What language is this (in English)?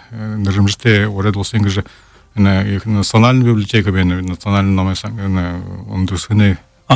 Buriat